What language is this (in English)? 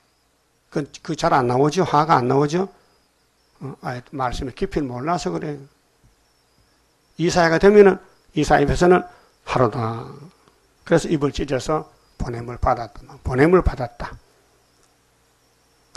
Korean